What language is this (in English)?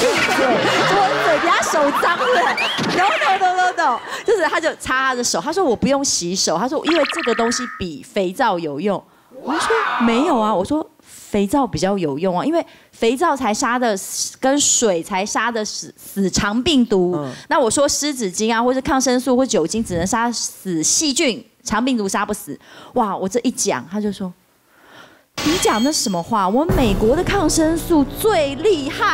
Chinese